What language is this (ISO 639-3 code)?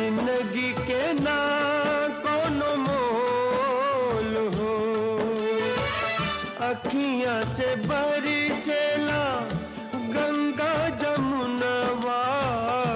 bho